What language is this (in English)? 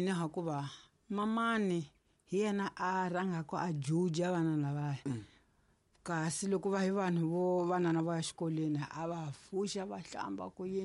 Tsonga